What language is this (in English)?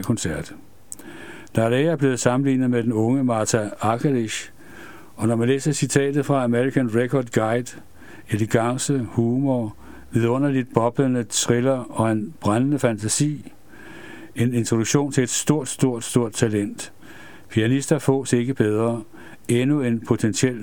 Danish